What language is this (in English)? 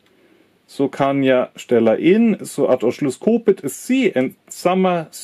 Swedish